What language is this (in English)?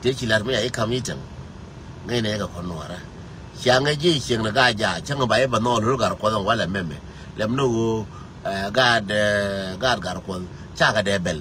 Nuer